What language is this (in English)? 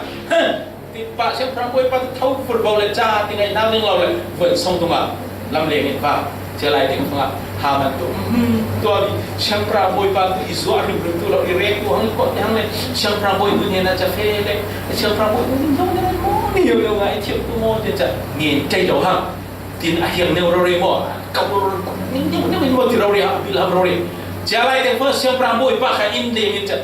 Falam Chin